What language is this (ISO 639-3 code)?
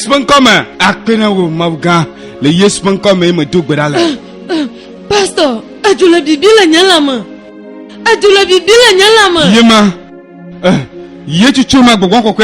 ewe